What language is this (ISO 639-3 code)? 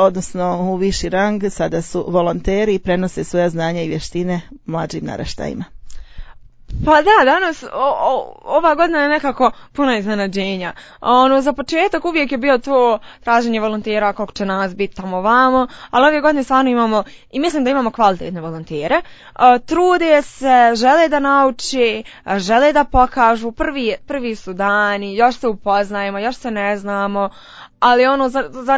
hrv